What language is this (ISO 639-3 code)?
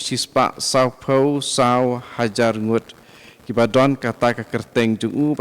kha